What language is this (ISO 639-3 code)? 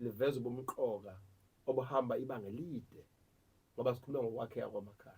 zul